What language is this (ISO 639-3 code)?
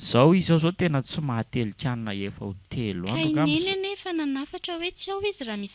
mlg